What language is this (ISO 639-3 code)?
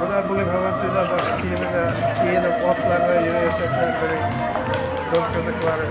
bak